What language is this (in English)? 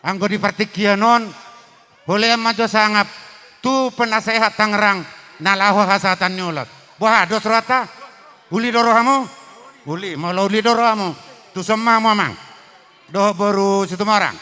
Batak Toba